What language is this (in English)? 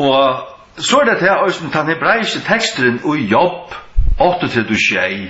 Faroese